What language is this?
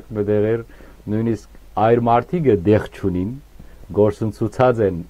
Western Armenian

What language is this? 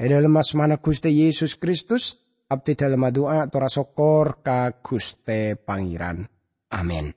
Madurese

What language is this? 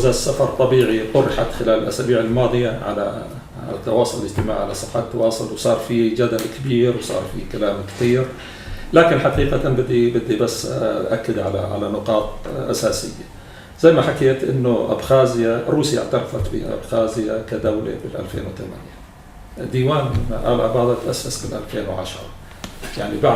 North Levantine Arabic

